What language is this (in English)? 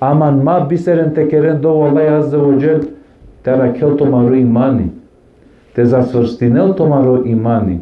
Balkan Romani